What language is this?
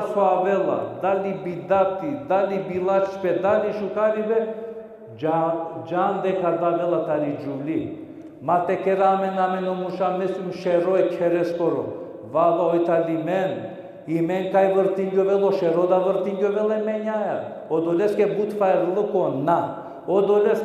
Balkan Romani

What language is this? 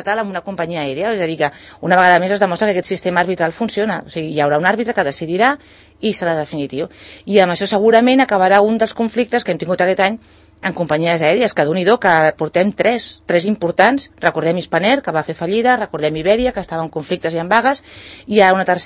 Catalan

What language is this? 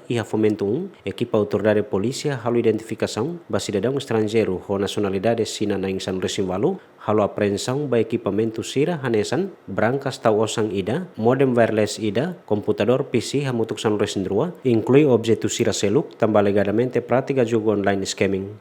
Tetum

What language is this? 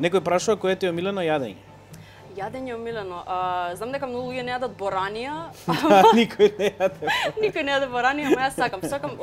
Macedonian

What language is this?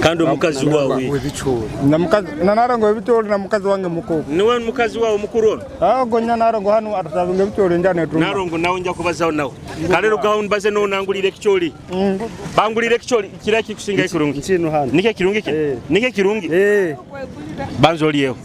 Nyoro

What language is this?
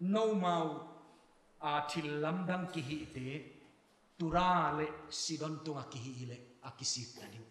Paite Chin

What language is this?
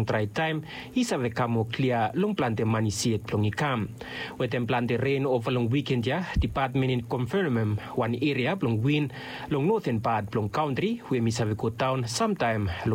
Bislama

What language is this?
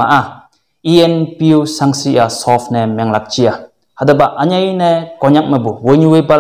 Konyak Naga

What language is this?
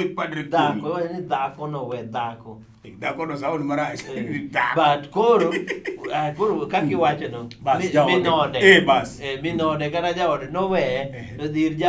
Luo (Kenya and Tanzania)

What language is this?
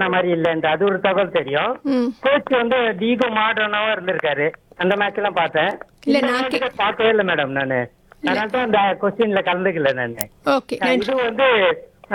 Tamil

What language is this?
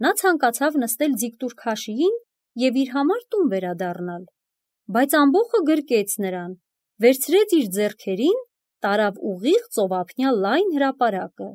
Armenian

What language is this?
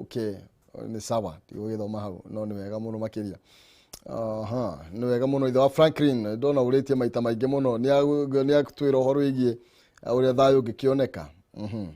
Kikuyu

